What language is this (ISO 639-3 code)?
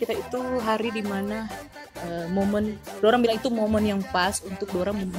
xmm